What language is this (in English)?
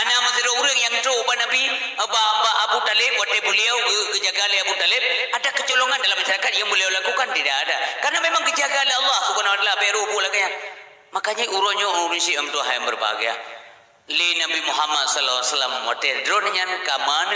Achinese